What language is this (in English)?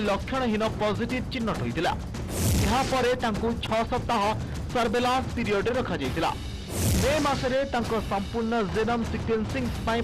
Odia